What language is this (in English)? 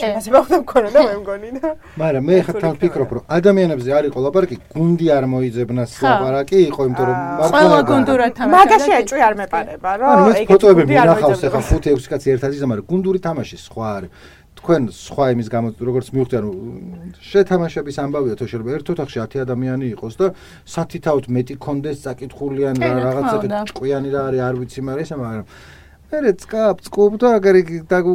Georgian